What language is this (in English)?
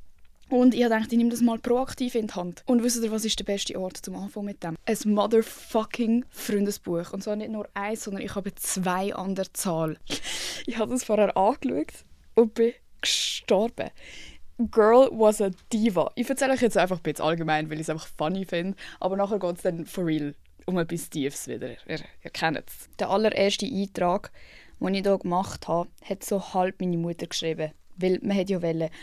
Swiss German